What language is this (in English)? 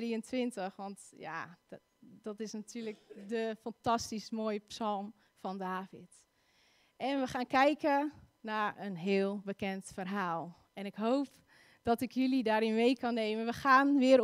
Dutch